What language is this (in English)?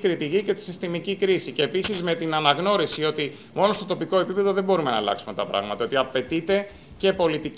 Greek